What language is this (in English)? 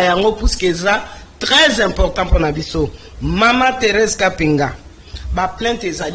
Lingala